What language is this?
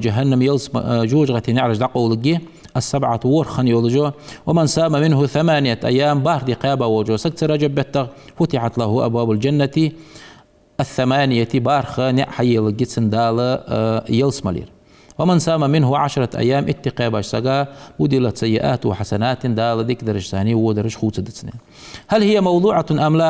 Ingush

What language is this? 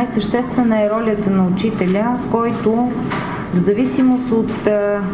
Bulgarian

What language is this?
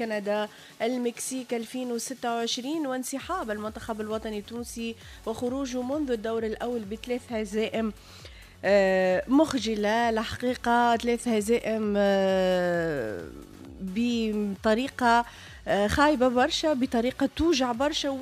Tunisian Arabic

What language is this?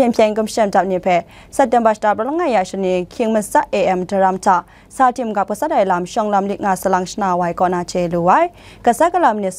Kachin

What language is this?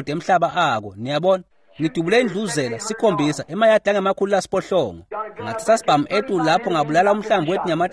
Swati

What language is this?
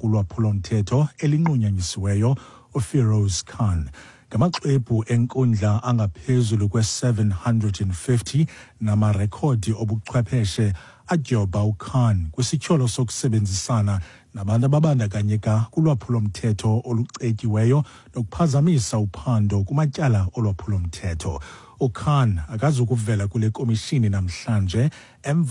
Xhosa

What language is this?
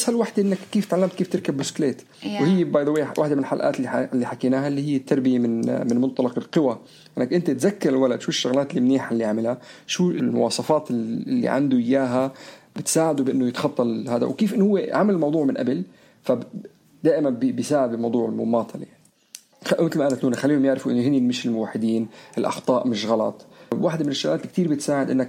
North Levantine Arabic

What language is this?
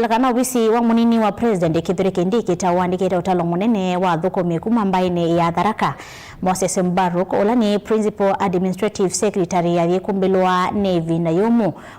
Kamba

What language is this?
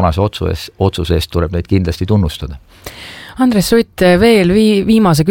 Estonian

